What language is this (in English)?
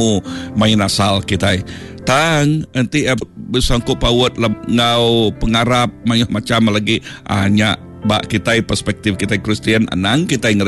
Iban